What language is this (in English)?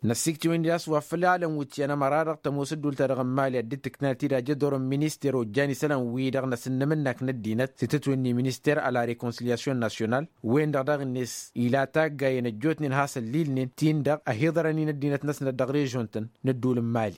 Tamasheq